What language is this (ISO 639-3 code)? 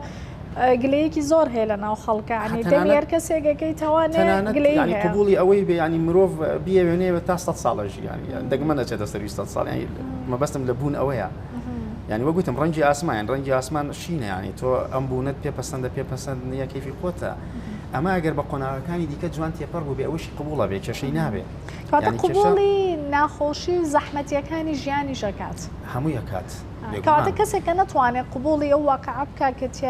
ckb